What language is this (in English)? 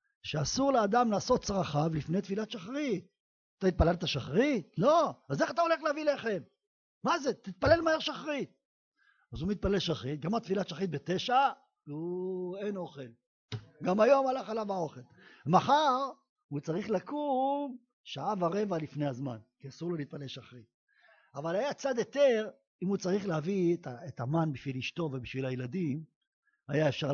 Hebrew